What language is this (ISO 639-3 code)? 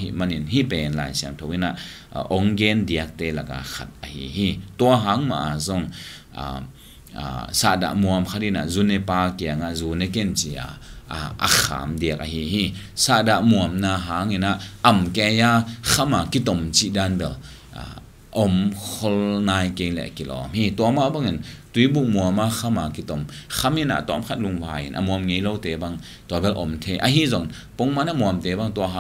ctd